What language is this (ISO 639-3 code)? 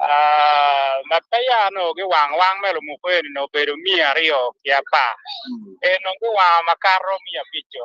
ach